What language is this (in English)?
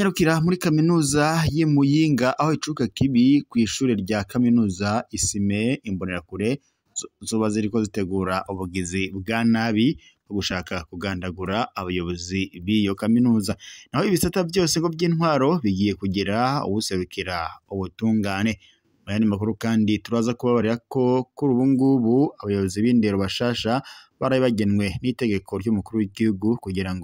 Rundi